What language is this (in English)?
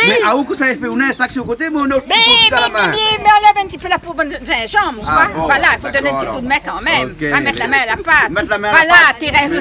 Réunion Creole French